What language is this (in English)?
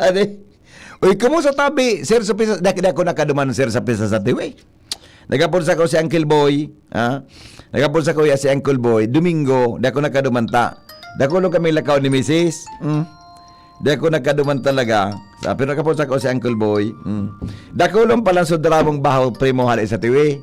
Bikol